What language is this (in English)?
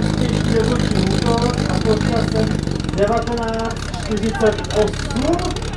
Czech